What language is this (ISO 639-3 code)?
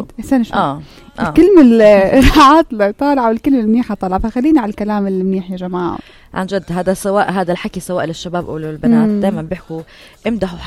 apc